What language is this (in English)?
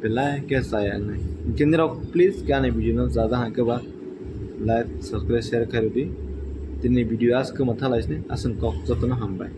Kok Borok